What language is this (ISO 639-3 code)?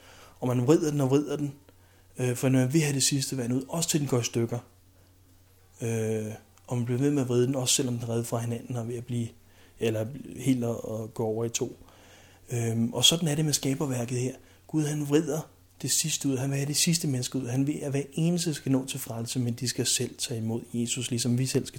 dan